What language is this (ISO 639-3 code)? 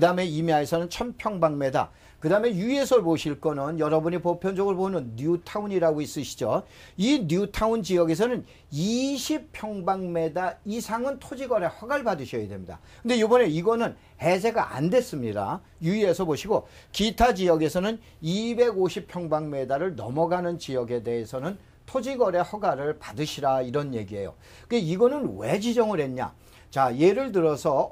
kor